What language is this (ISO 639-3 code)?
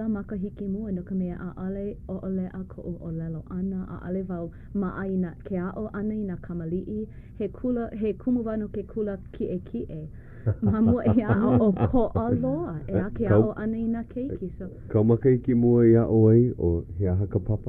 haw